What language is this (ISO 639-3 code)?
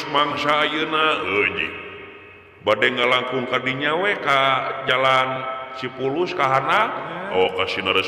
sun